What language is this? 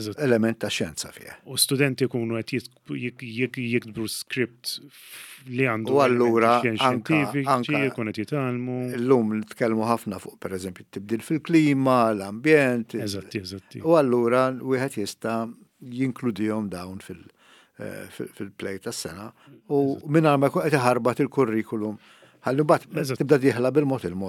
Maltese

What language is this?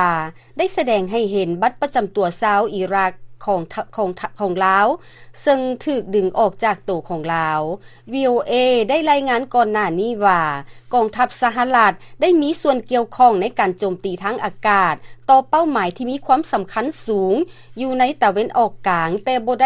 Lao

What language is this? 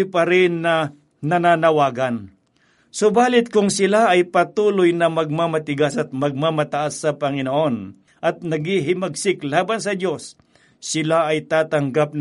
Filipino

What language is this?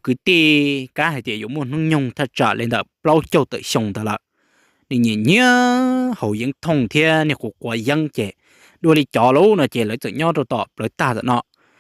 Hmong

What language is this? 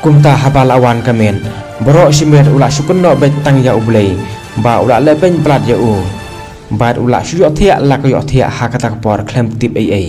Khasi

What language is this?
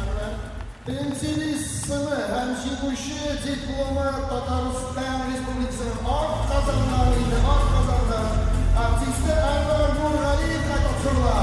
Tatar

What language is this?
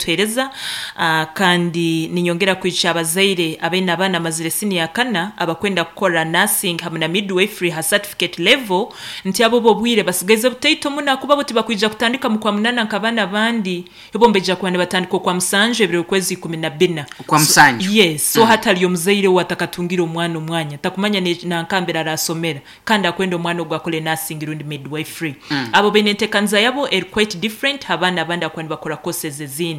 Nyankole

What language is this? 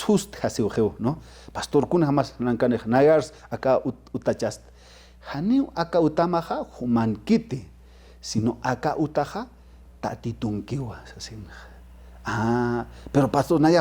Aymara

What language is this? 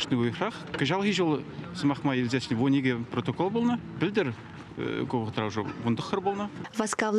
Chuvash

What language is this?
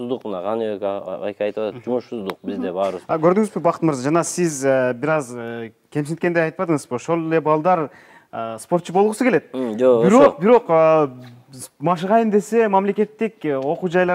Kyrgyz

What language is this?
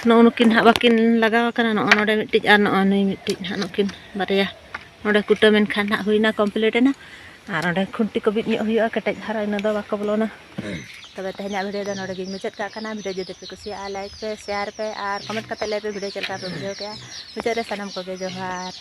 Santali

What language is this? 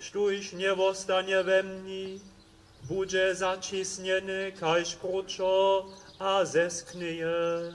Upper Sorbian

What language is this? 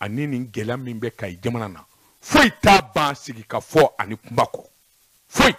Bambara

